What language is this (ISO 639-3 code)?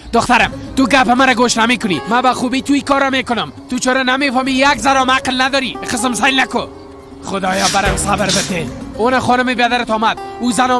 fas